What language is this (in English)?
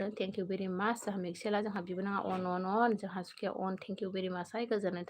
Bodo